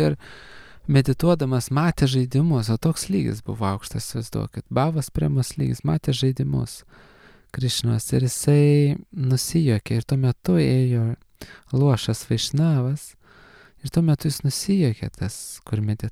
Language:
Lithuanian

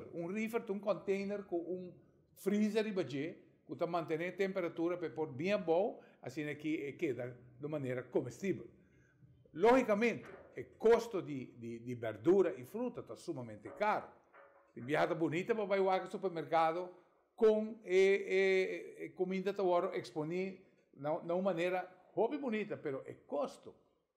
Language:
Papiamento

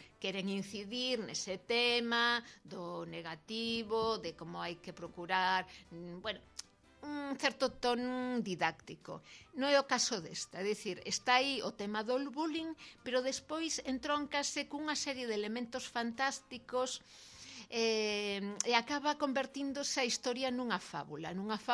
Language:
Galician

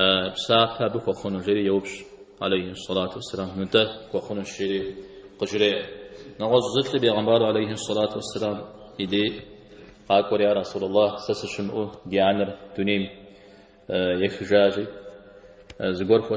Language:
Kabardian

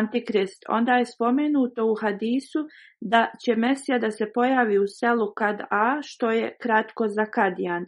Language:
Bosnian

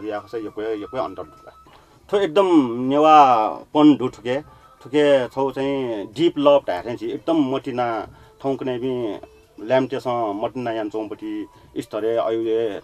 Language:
Newari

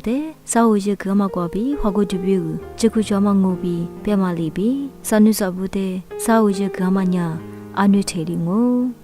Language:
Lisu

